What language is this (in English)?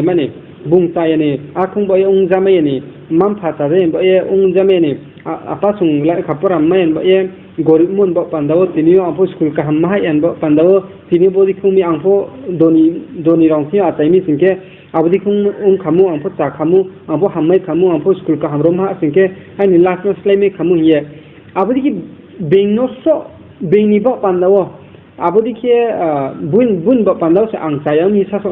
Riang (India)